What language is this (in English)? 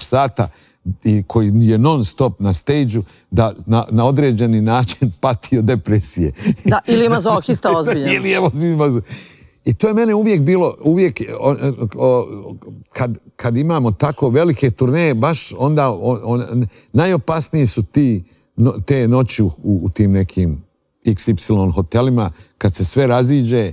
Serbian